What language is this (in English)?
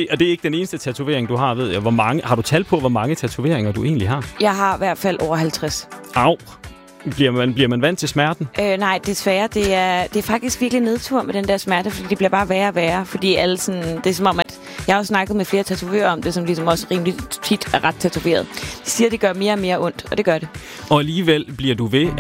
Danish